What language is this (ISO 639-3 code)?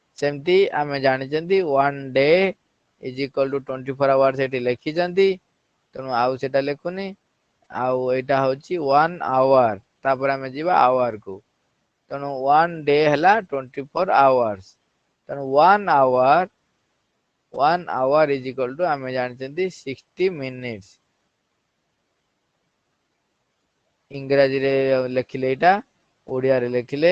ori